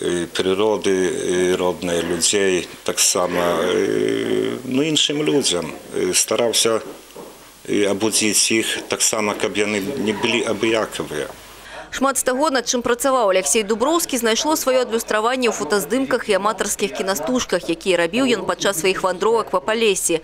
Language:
Belarusian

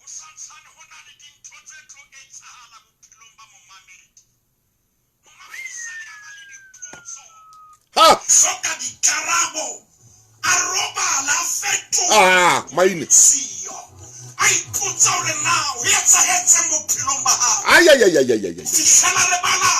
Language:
Southern Sotho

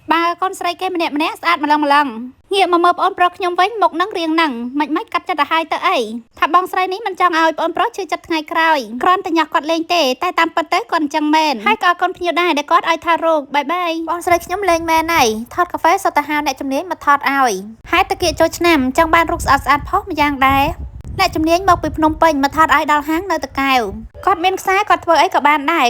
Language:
Khmer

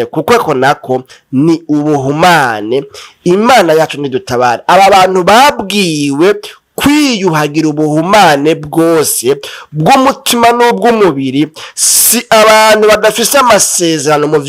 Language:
Rundi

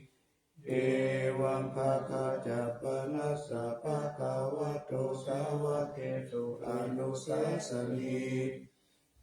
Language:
Pali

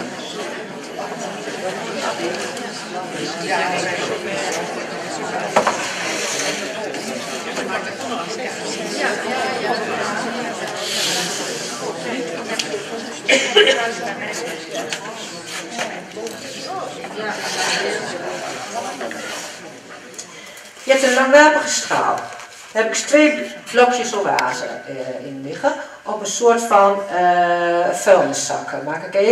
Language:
Dutch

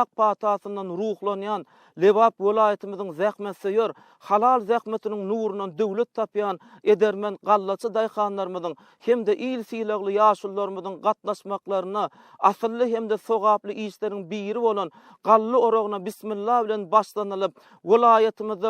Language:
Turkmen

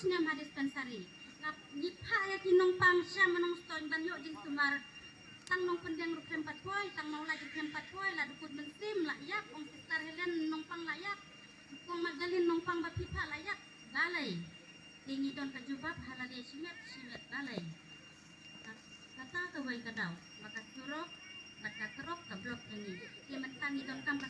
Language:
Khasi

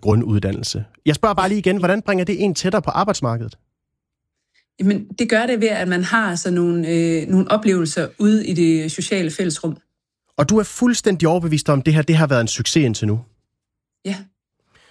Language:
Danish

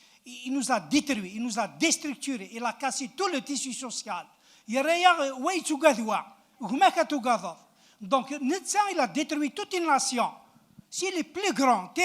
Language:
Kabyle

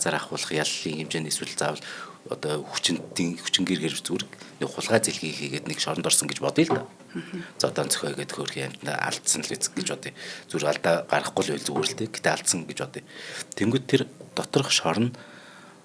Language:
Mongolian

